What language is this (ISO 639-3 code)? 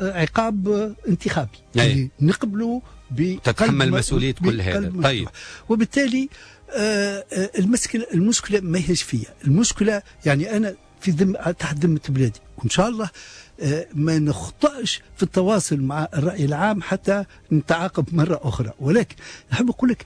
aeb